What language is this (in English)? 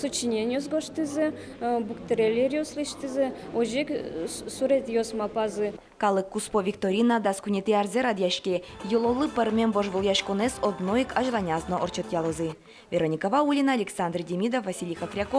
Udmurt